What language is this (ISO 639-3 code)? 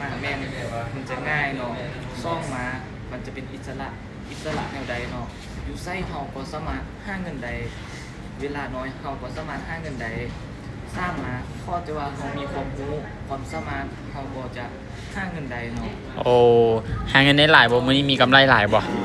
lao